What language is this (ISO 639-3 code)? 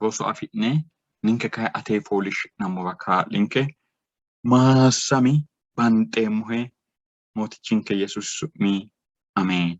sid